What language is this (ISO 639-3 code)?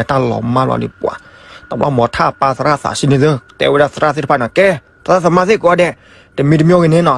ksw